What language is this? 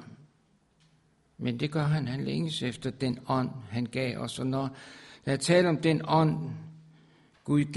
Danish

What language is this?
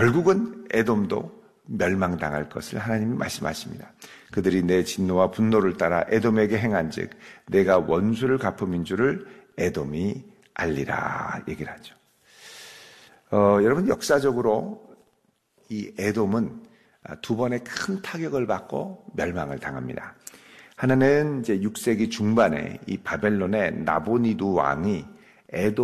Korean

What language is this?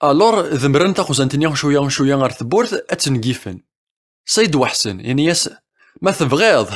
Kabyle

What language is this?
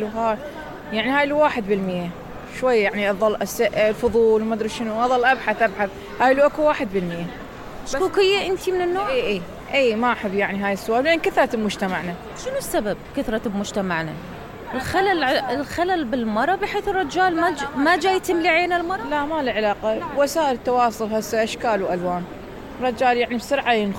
Mesopotamian Arabic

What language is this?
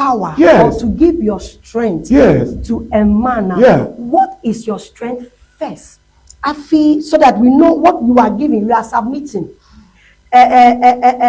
Ewe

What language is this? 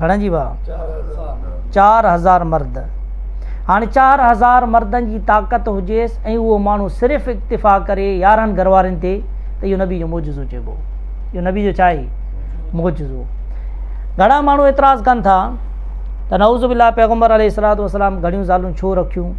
Sindhi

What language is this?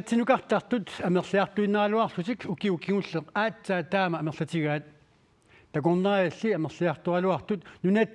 Kalaallisut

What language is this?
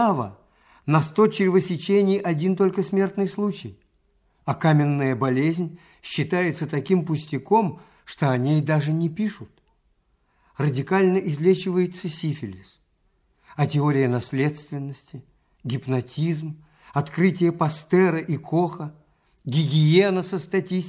Russian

